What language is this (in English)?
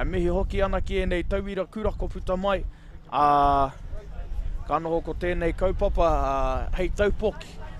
Māori